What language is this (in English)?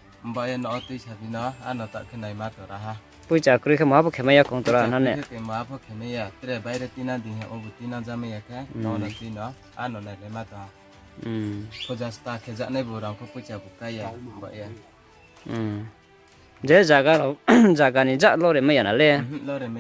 Riang (India)